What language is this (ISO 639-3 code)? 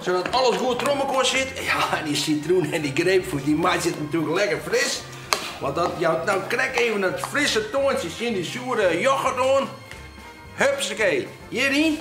fry